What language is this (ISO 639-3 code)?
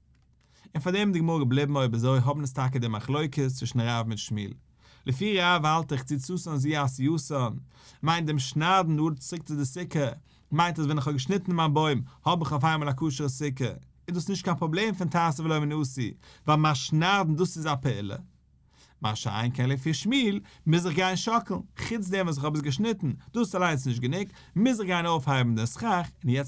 yid